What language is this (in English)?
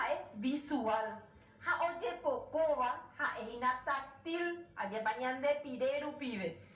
Guarani